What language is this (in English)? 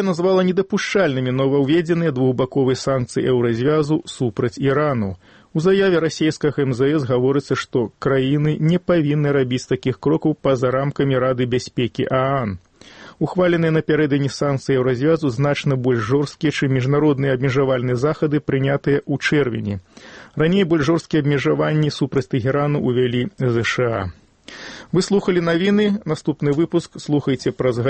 Belarusian